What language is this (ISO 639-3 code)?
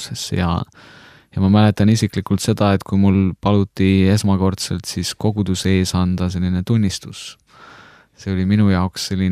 est